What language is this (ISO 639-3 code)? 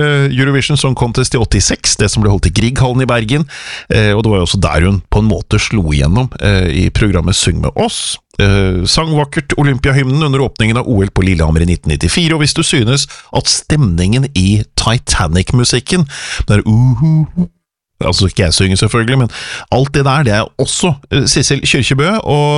nor